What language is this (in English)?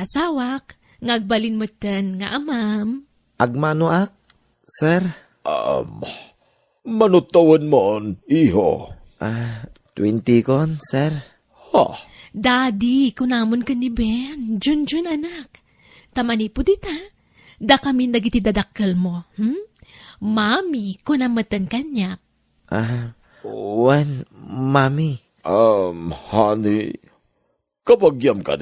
Iloko